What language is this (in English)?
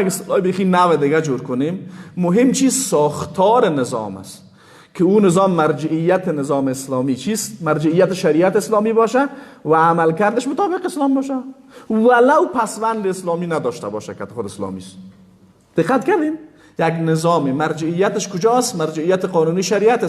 Persian